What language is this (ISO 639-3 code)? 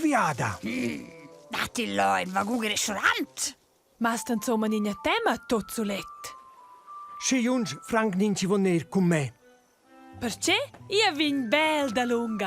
roh